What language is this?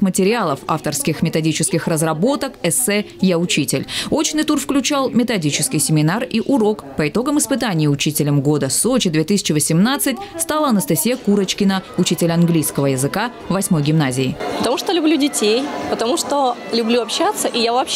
Russian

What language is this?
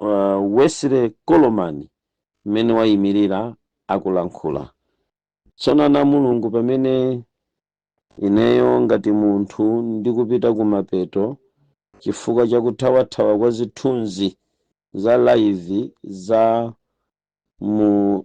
Nyanja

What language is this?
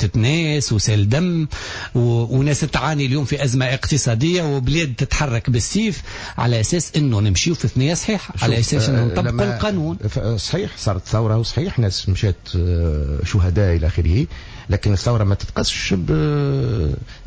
Tunisian Arabic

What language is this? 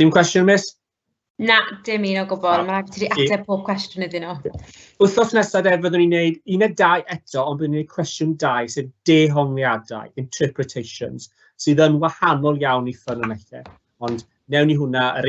Welsh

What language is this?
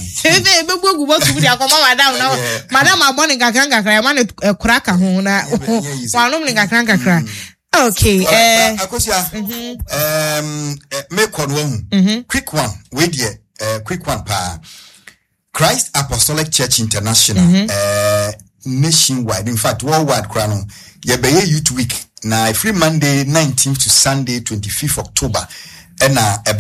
Akan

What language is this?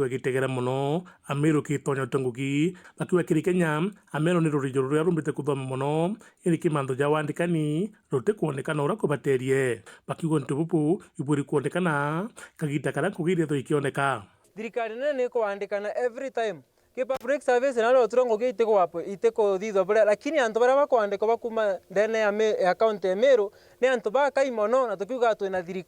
Meru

